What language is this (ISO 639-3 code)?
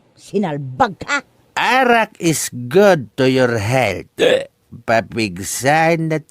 ilo